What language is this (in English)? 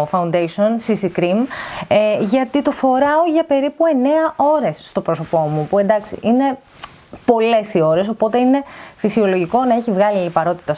Greek